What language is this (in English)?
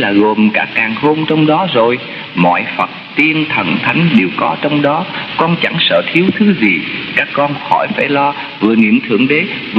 Vietnamese